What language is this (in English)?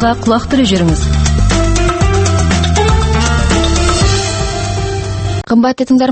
Kazakh